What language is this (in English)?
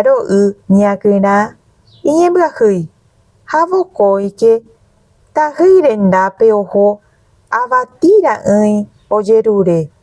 Guarani